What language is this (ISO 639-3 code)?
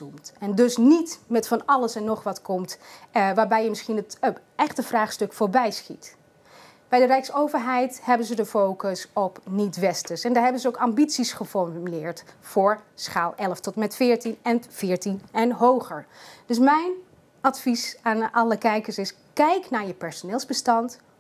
nld